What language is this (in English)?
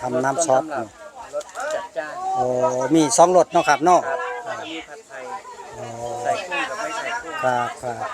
Northeastern Thai